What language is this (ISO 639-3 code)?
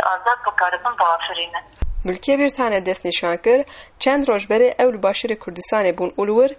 kur